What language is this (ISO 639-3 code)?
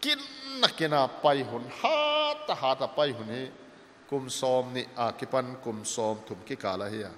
pck